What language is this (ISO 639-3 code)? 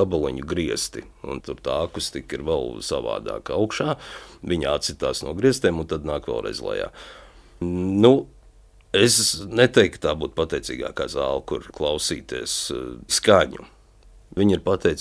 lav